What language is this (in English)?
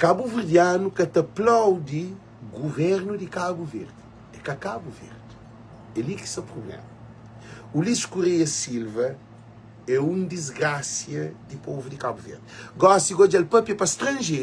Kabuverdianu